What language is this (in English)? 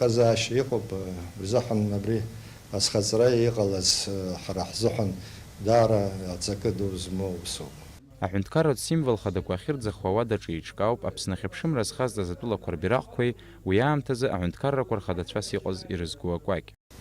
Abkhazian